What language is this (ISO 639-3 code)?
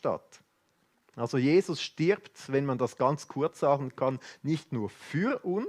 gsw